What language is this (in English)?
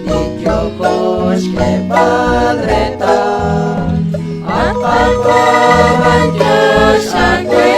Kekchí